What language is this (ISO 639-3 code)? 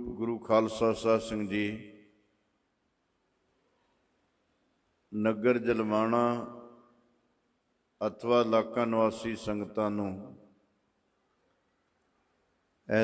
pan